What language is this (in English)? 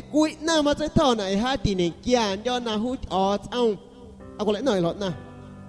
San Pedro Amuzgos Amuzgo